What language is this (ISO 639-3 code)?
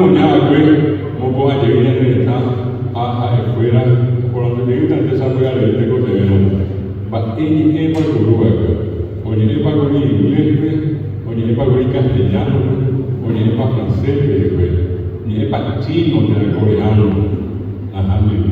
grn